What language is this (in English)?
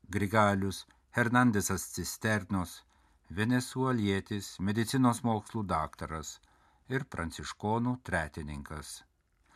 Lithuanian